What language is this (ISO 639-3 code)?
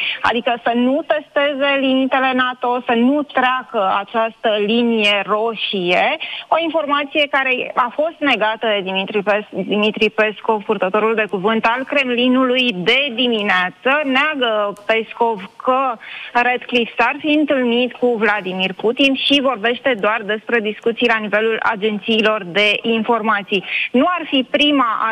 ron